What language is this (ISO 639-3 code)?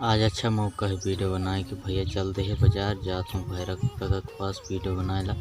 hne